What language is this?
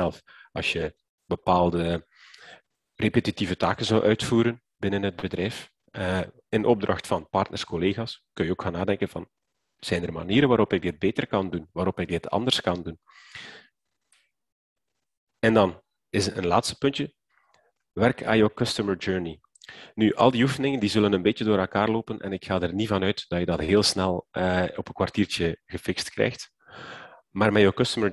Dutch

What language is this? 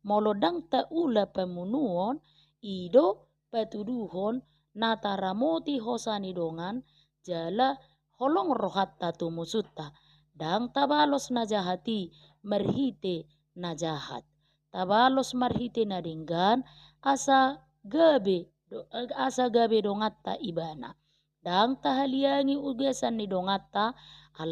Batak Toba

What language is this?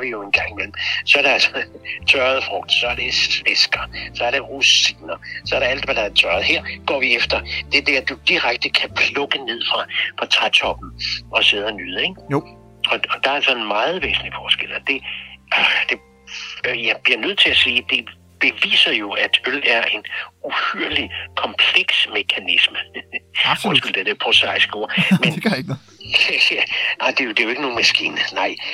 Danish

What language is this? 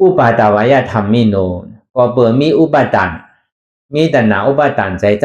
Shan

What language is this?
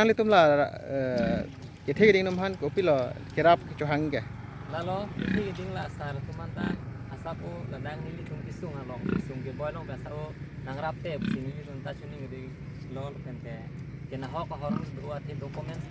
Karbi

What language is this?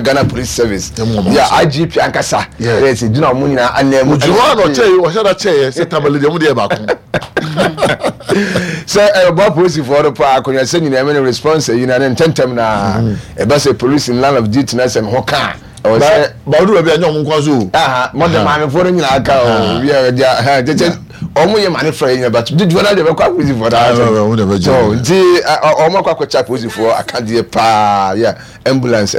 Akan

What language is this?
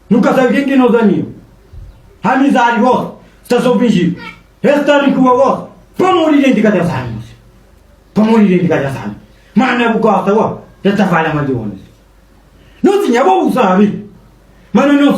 Kabuverdianu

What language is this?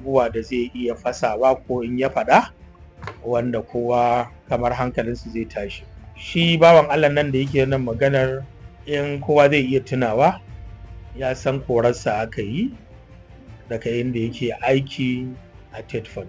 Hausa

